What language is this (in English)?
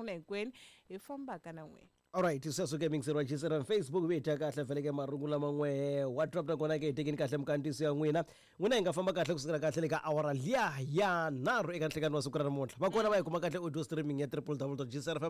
Tsonga